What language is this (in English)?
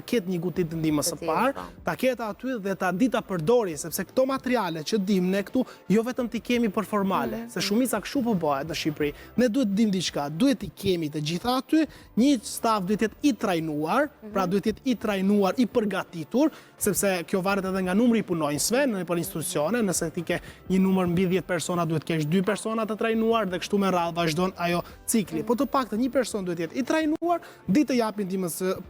Albanian